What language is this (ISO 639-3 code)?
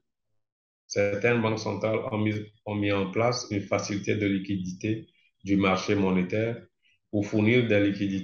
fra